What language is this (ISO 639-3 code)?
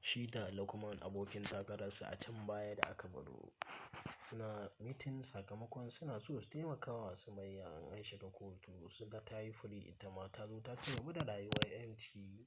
hau